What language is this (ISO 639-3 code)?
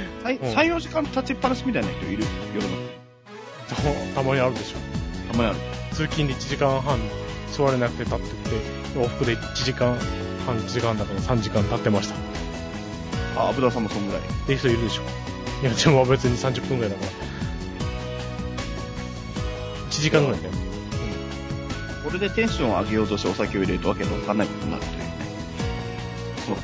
jpn